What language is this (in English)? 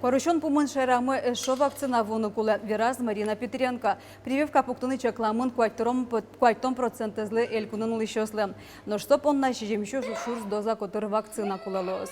Udmurt